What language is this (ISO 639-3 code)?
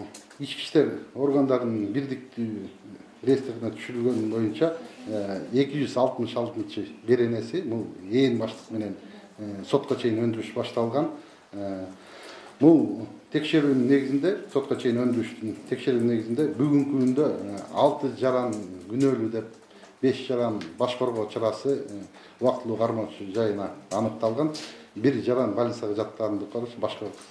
kir